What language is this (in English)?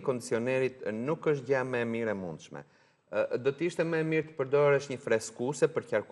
Albanian